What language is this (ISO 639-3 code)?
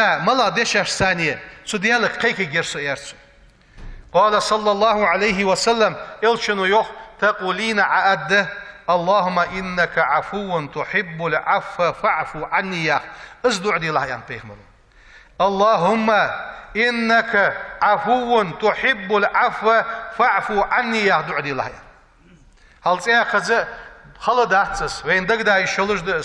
inh